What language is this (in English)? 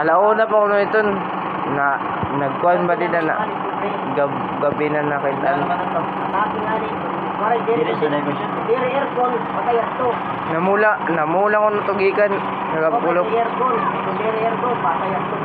Waray